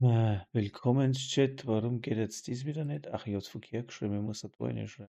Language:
Bavarian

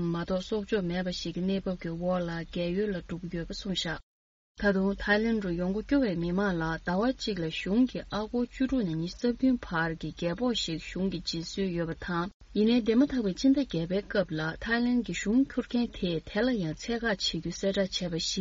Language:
Tibetan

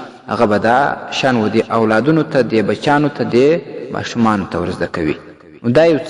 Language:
Pashto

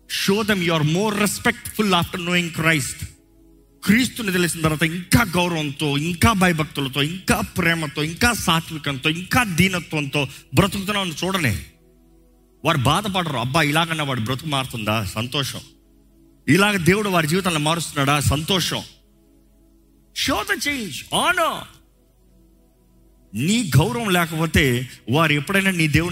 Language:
Telugu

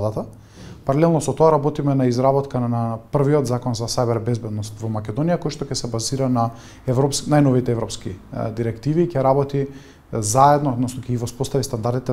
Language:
Macedonian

